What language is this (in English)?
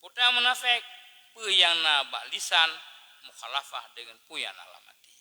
Achinese